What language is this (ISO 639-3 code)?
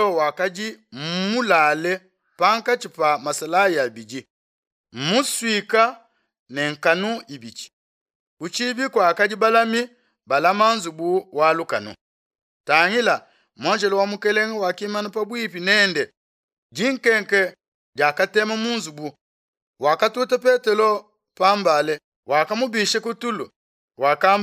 lua